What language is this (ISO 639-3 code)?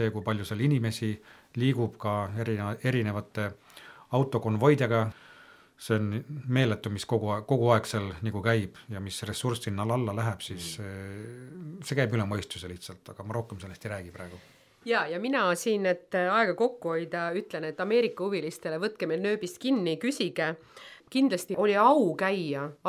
est